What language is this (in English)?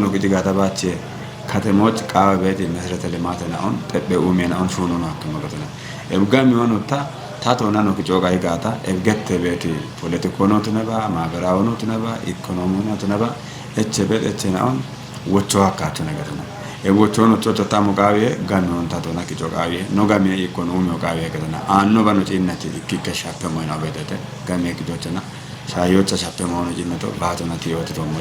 Kafa